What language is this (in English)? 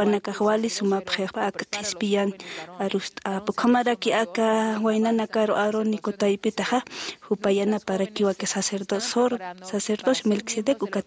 Aymara